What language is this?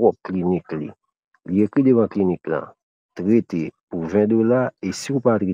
Haitian Creole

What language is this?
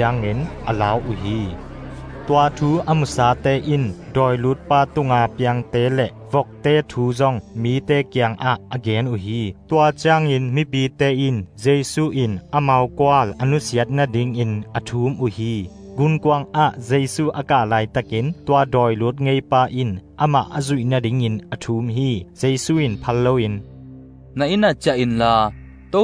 Tedim Chin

